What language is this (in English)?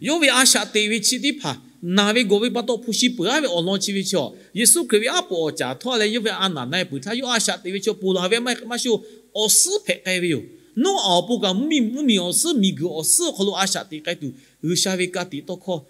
Lahu